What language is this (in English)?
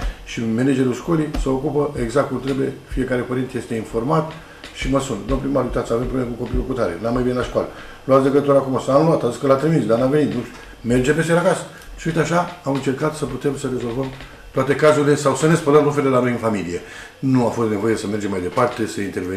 Romanian